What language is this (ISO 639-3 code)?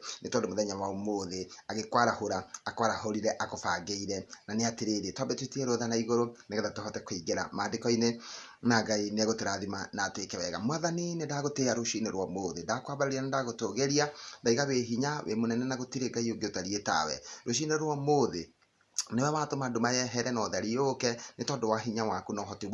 kik